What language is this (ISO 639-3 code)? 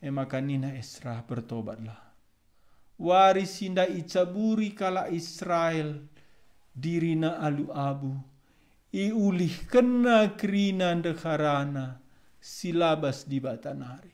btx